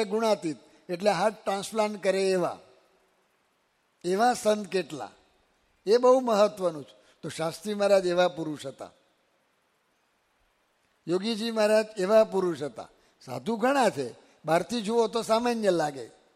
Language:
Gujarati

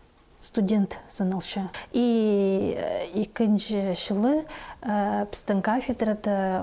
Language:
Khakas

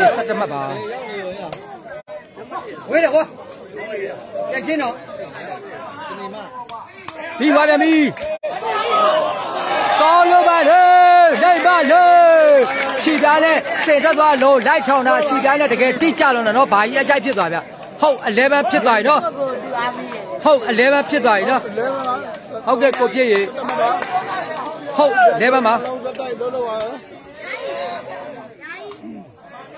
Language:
Burmese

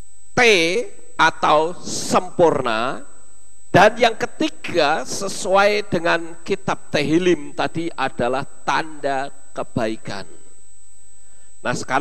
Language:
Indonesian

